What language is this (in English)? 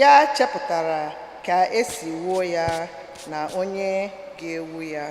Igbo